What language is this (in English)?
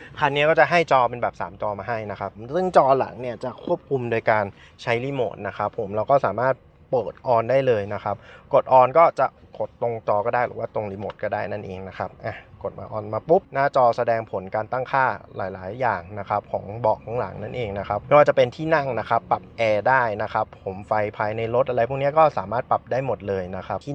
Thai